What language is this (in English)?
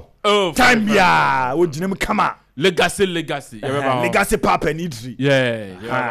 Akan